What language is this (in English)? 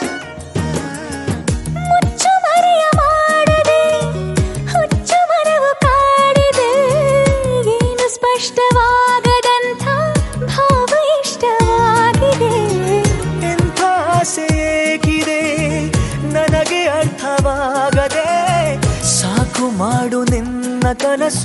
Kannada